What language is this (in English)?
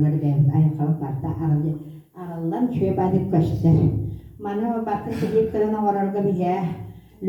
Yakut